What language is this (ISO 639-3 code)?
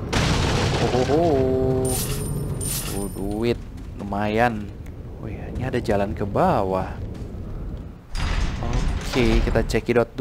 ind